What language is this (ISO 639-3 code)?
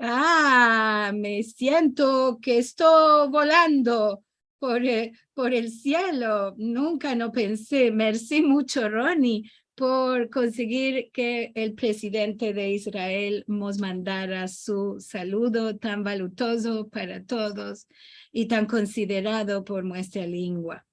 lad